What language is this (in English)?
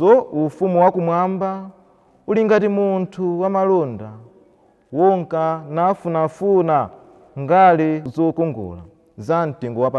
Nyanja